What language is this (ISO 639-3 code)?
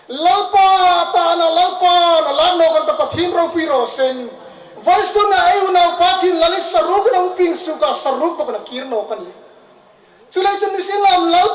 hmr